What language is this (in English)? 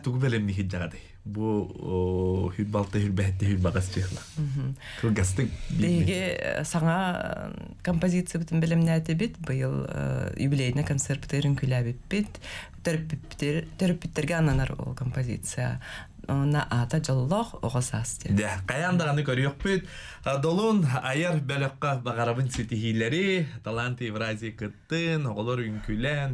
Yakut